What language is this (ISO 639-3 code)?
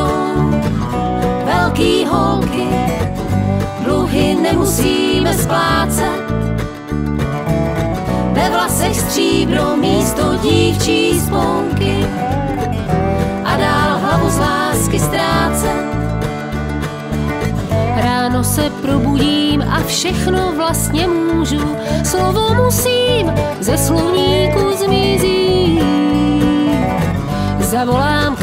ces